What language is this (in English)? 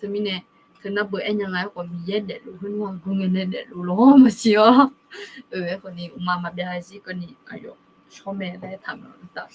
Akha